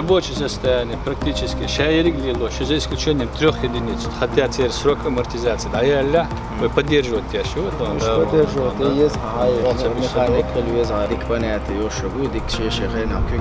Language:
Chechen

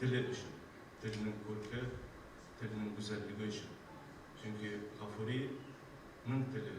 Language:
Bashkir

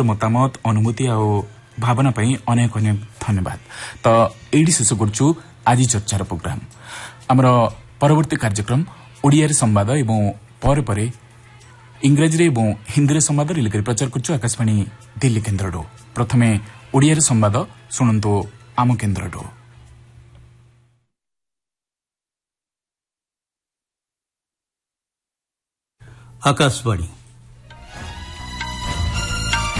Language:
Odia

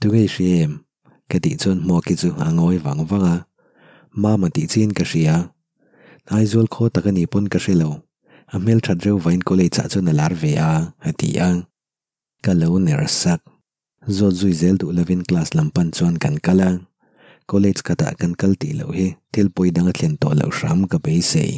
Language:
Mizo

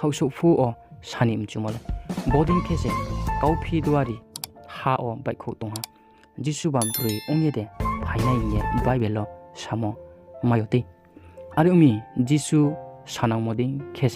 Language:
Riang (India)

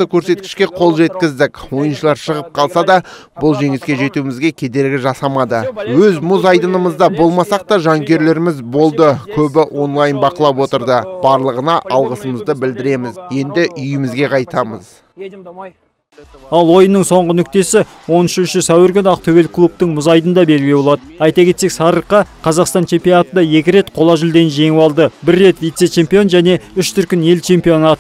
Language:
Kazakh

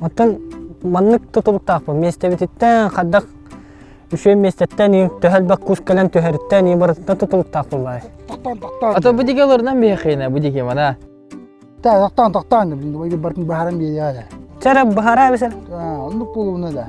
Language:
Yakut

